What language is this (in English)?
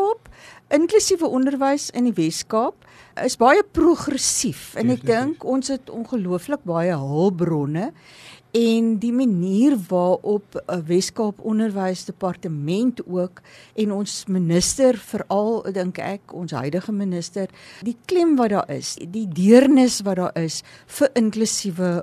Afrikaans